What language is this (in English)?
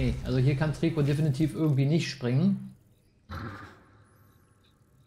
German